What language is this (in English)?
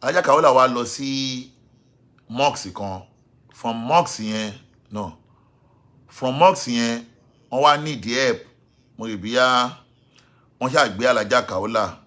Yoruba